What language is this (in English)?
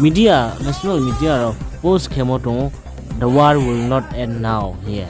Riang (India)